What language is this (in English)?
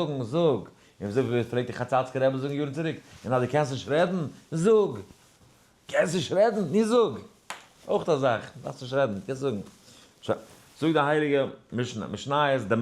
Yiddish